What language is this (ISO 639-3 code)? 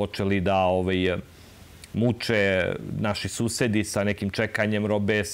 srp